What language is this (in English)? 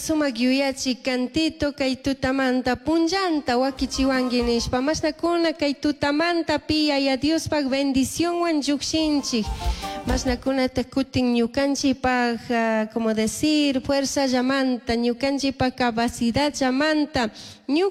Chimborazo Highland Quichua